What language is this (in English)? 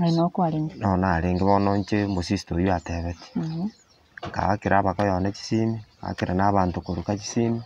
Gusii